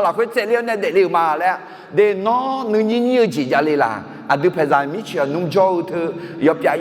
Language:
Akha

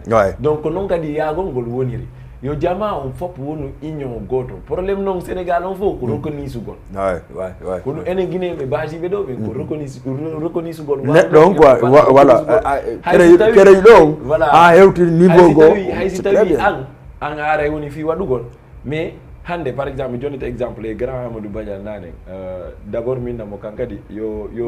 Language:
Fula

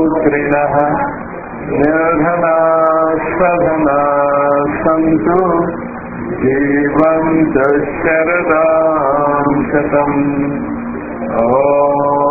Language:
Telugu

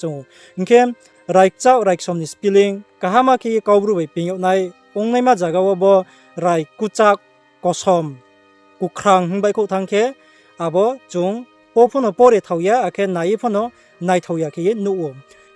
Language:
Riang (India)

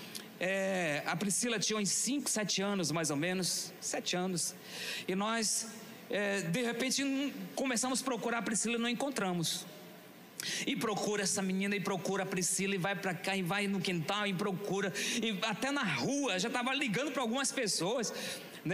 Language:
Portuguese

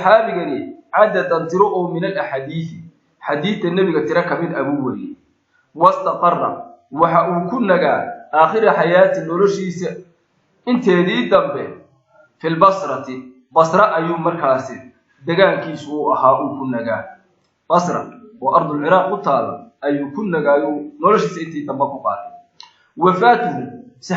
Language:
Somali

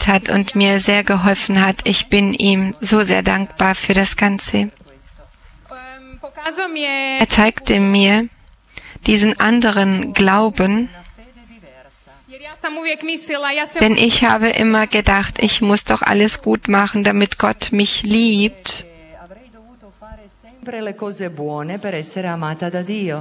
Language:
German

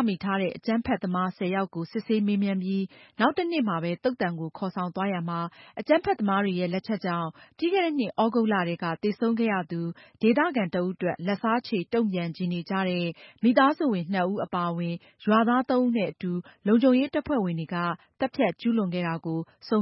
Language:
Burmese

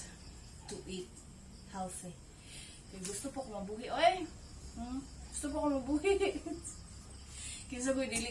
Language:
Cebuano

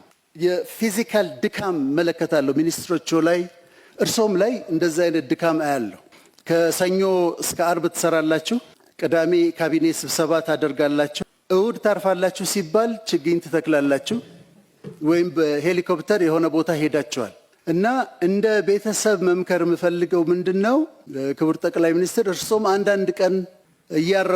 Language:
Amharic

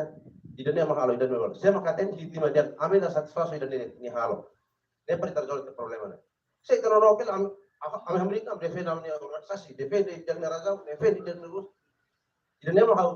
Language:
Tetum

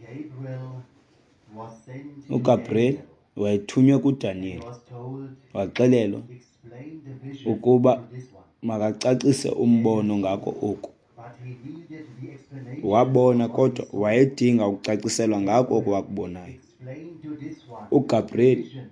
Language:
Xhosa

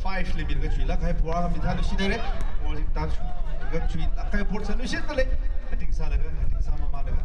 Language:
Tangkhul Naga (India)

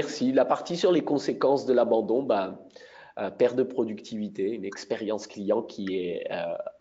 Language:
French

